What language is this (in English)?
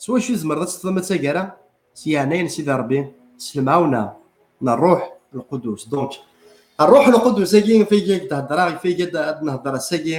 Kabyle